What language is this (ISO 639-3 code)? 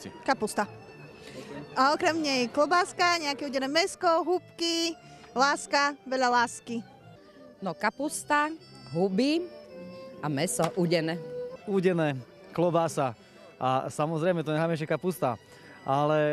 slk